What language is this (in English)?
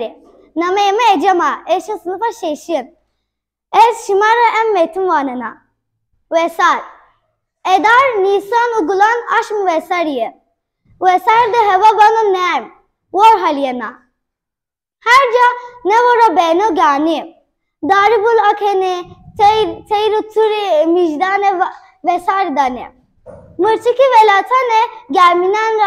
Zaza